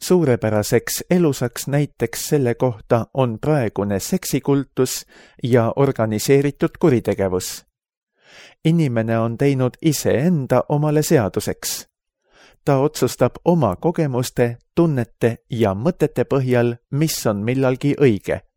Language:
Estonian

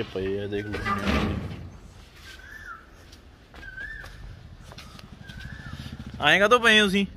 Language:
Punjabi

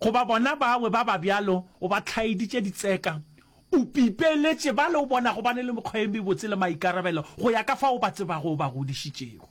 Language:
Northern Sotho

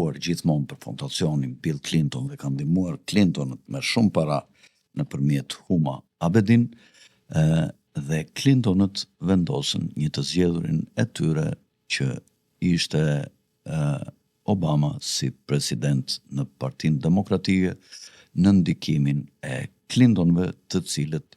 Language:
Albanian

